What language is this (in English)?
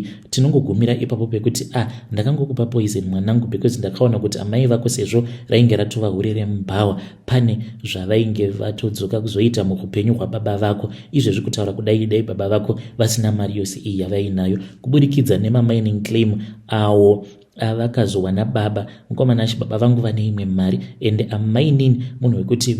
Shona